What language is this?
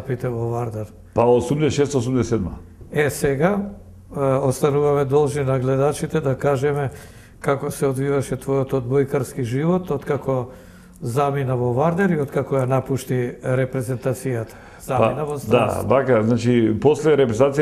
Macedonian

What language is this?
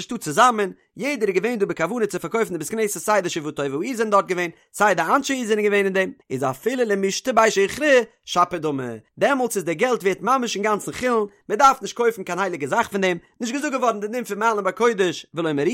Yiddish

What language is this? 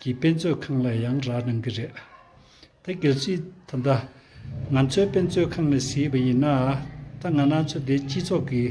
Tibetan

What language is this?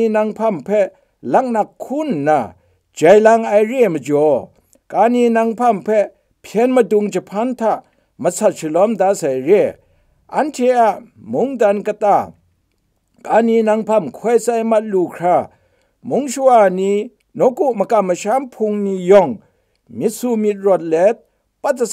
Kachin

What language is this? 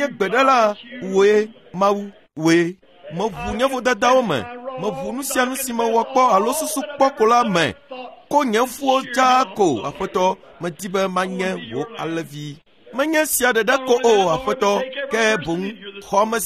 Ewe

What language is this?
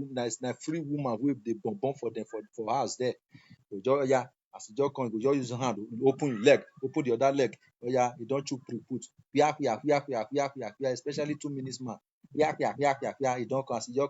Nigerian Pidgin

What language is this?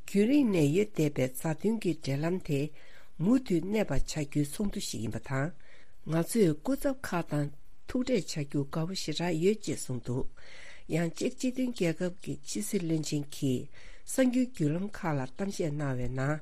Tibetan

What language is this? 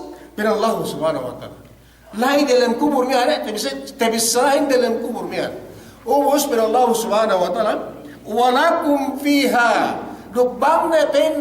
Yakan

